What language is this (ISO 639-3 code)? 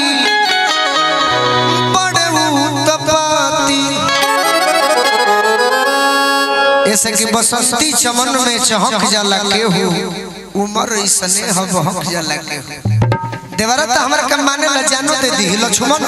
bho